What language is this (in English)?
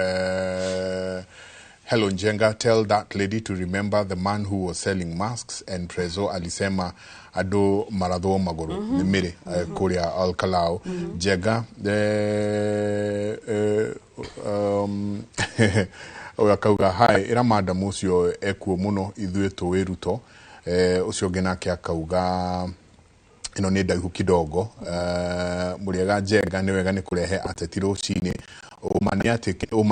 Kikuyu